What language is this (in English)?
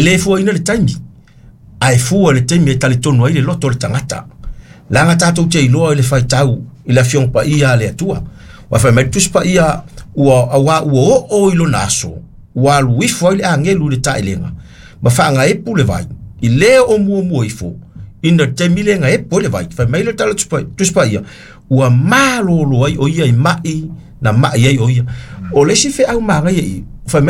Samoan